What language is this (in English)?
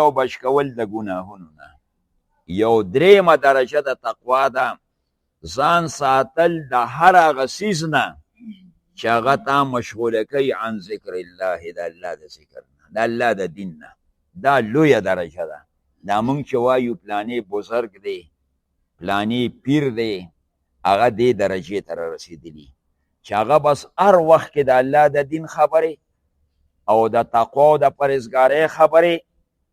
Pashto